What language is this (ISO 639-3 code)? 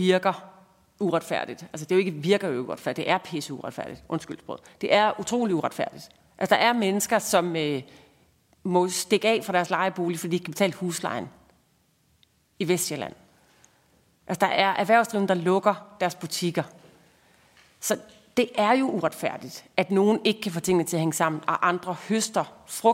dan